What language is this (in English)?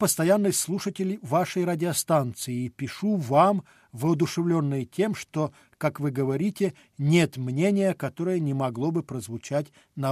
Russian